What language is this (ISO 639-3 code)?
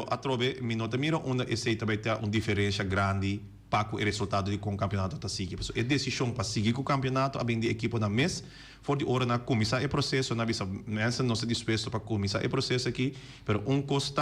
pap